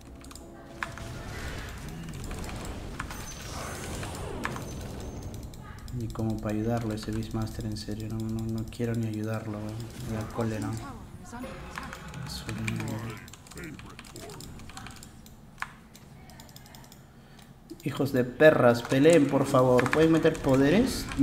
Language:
Spanish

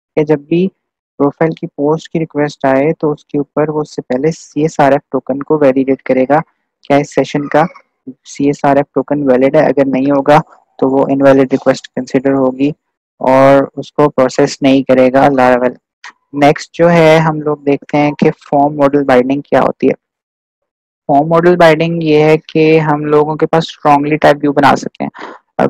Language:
Hindi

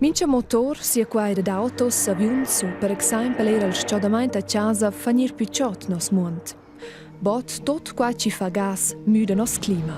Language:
Romansh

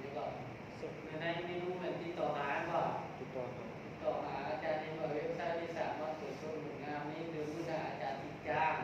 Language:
Lao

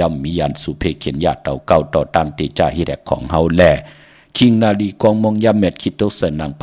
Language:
Shan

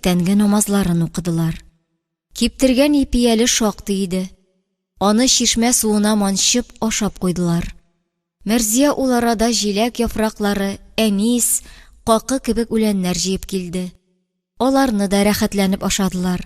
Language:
Tatar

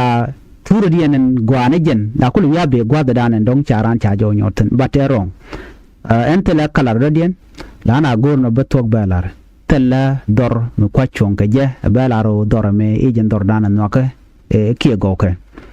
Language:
Nuer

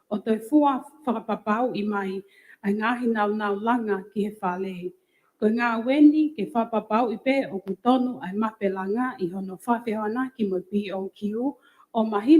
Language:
Tongan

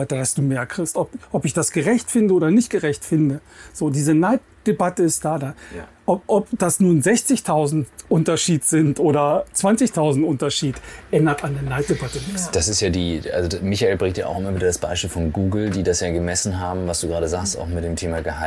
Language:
German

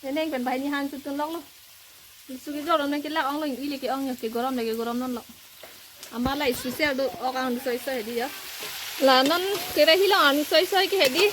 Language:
Karbi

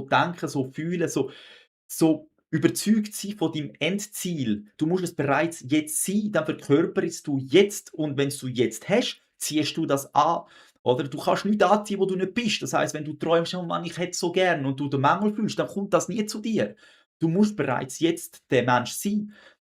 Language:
Swiss German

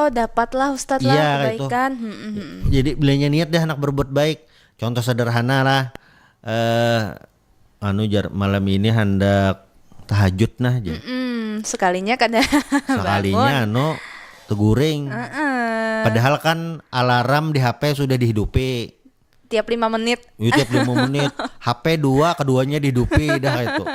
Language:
Banjar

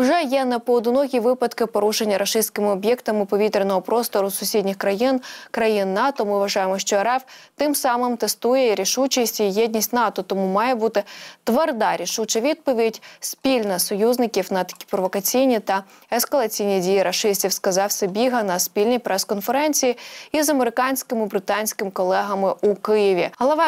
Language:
Ukrainian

